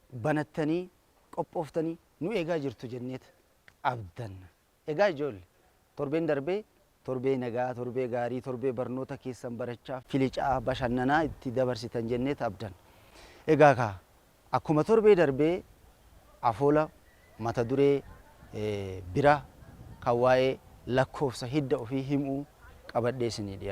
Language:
Oromo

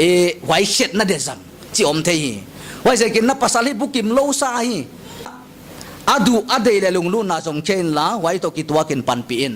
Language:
Paite Chin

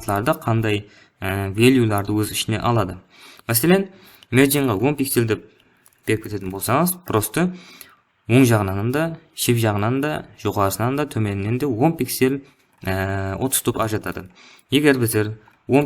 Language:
Kara-Kalpak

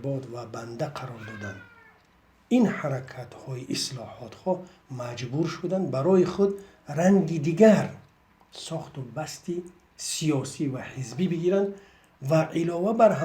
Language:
Tajik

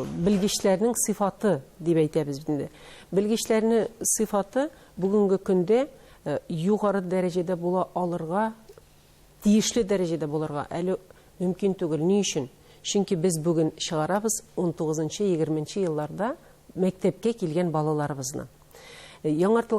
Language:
Tatar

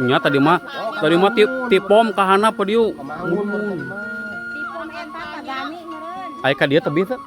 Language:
Sundanese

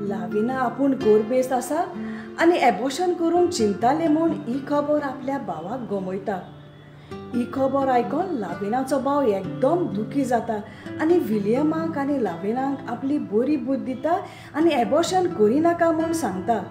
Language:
Konkani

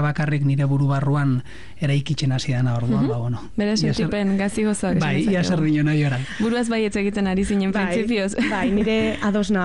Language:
Basque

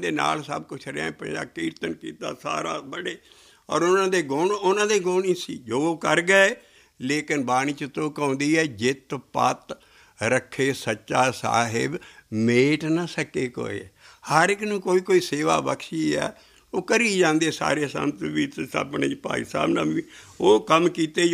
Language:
Punjabi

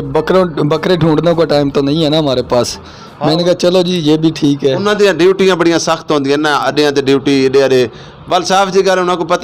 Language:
Western Panjabi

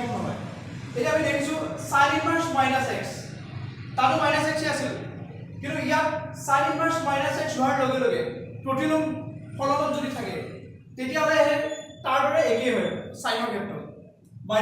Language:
Assamese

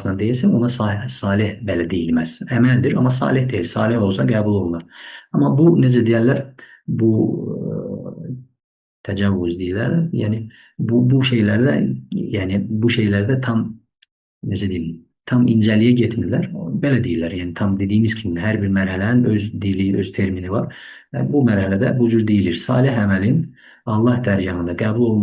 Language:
Azerbaijani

